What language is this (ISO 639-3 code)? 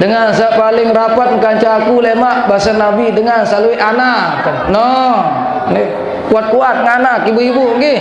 sas